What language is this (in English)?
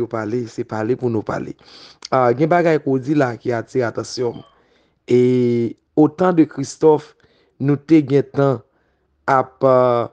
Haitian Creole